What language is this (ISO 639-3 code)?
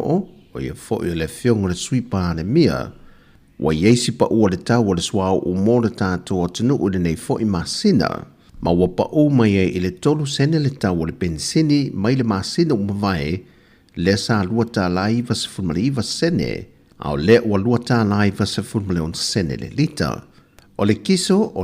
smo